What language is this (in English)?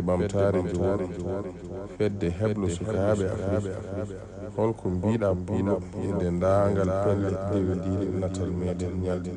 Fula